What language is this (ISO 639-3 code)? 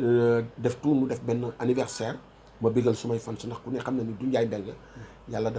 wol